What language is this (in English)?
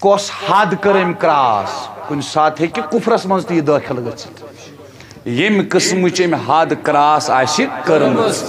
Kashmiri